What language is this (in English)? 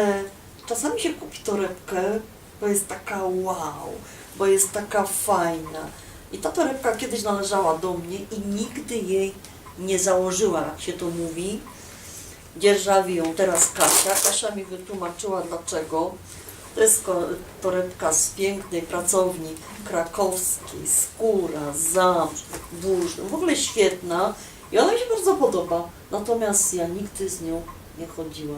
Silesian